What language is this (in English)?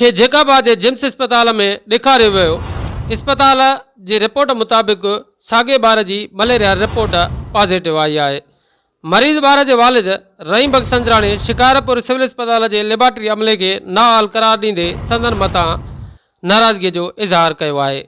Sindhi